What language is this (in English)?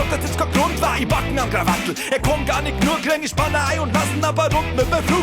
Bavarian